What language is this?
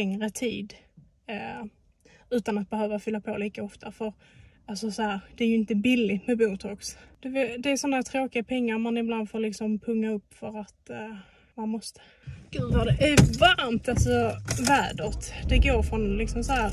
Swedish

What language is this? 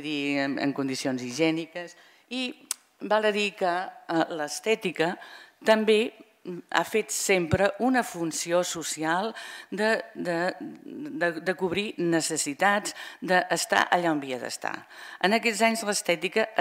Catalan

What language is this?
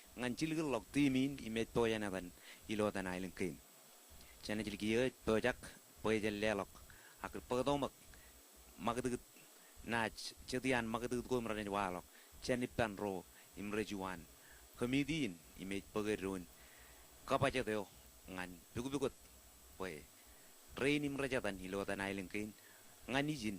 Marshallese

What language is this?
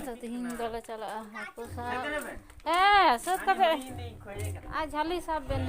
Santali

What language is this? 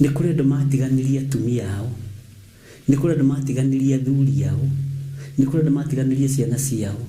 Kikuyu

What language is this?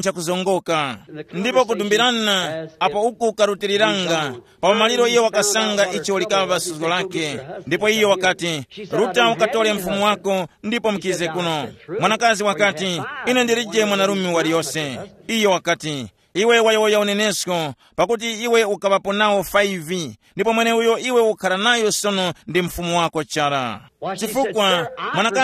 Tumbuka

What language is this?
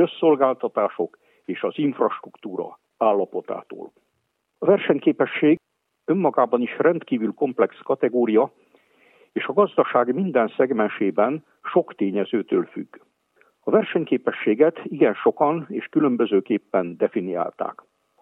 Hungarian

